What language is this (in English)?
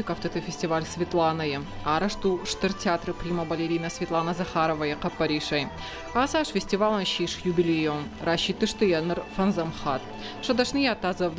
Ossetic